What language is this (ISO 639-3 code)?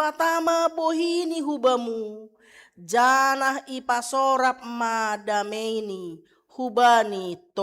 bts